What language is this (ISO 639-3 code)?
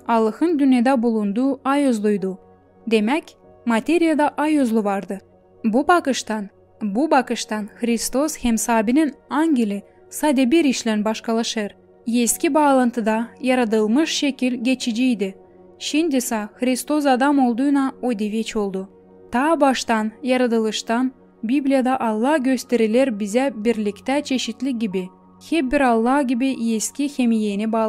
gag